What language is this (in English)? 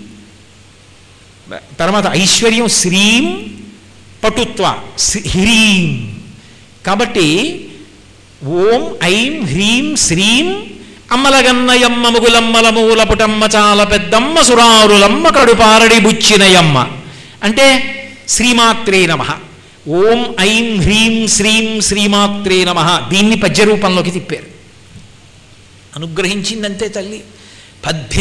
Telugu